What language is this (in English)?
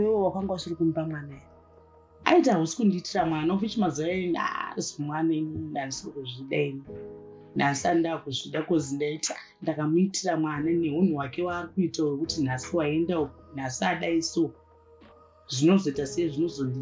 Shona